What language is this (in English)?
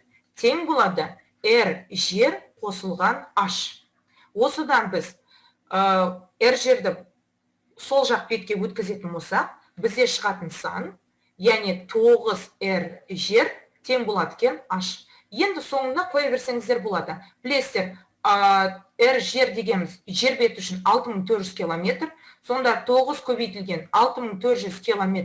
Kazakh